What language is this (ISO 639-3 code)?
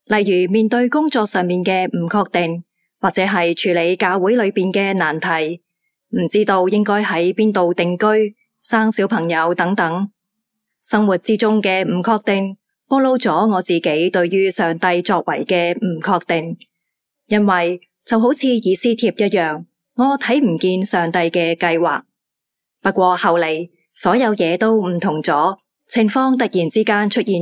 yue